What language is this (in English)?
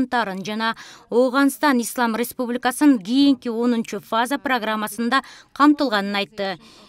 Kyrgyz